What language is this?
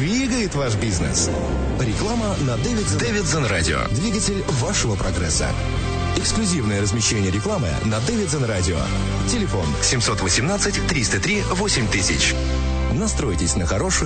Russian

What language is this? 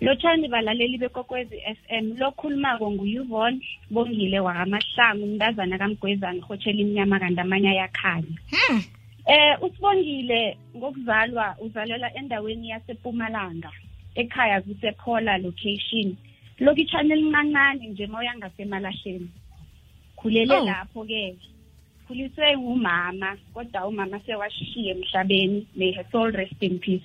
South Ndebele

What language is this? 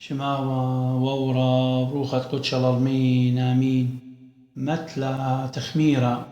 Assyrian Neo-Aramaic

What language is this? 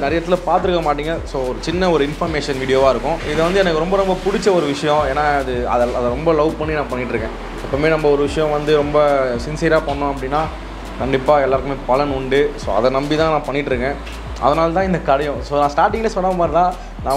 Tamil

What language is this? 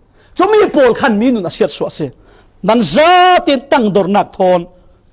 Falam Chin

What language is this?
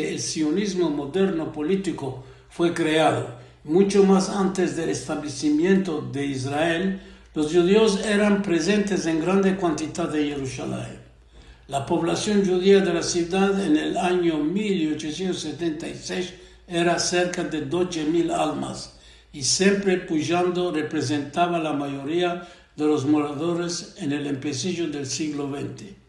Ladino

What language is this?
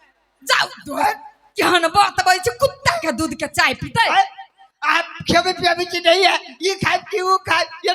Maithili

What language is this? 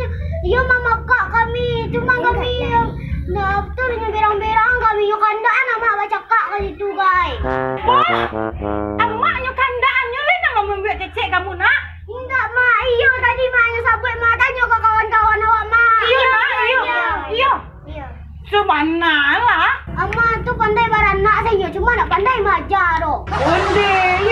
Minangkabau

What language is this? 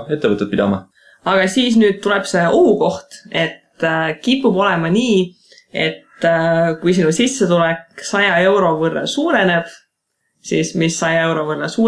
Estonian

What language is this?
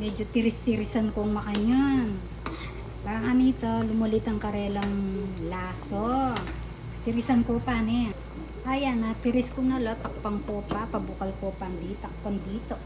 Pampanga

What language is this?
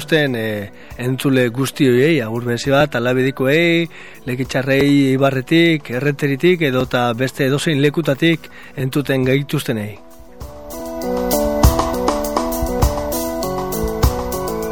Basque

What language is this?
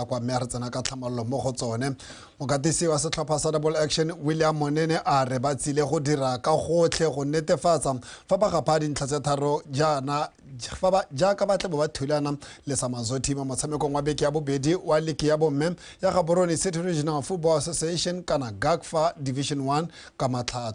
Tswana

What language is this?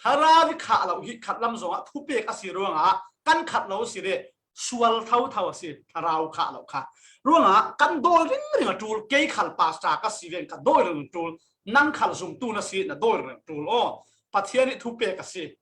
Falam Chin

